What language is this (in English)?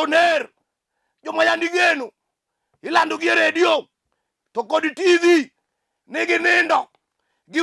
Luo (Kenya and Tanzania)